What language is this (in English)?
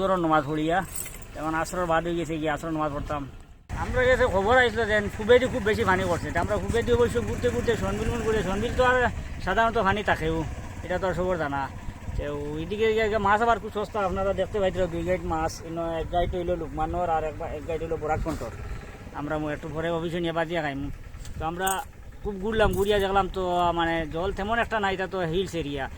Sylheti